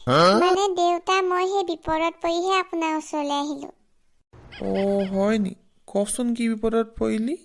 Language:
Assamese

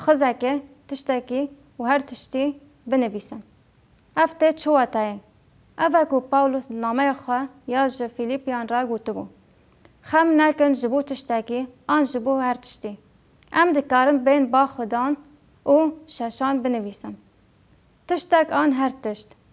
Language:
Kurdish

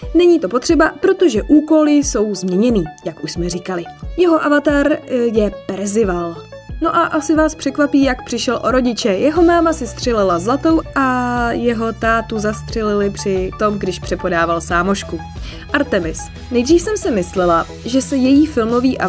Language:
Czech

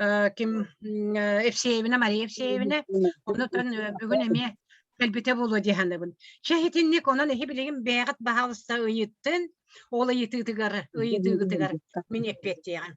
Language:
Yakut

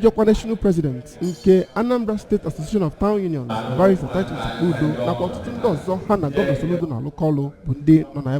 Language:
Igbo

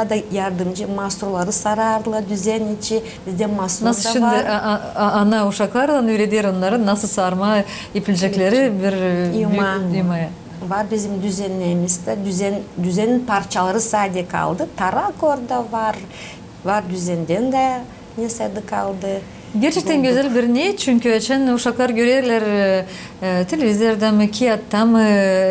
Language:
Gagauz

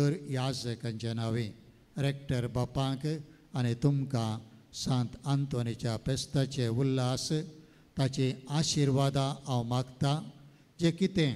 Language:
Konkani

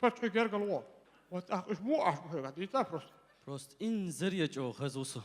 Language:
Chechen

